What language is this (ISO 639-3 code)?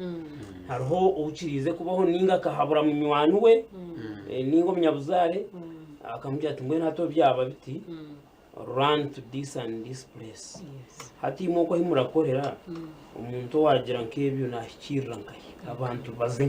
nyn